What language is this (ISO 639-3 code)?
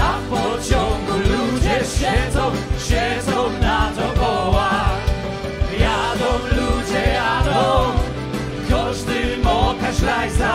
szl